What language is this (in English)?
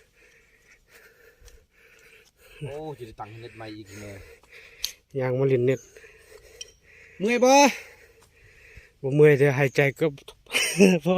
Lao